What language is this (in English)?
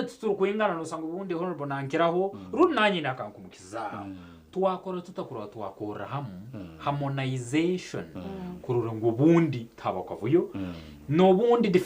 Nyankole